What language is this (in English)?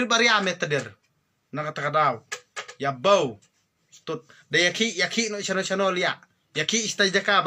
Khasi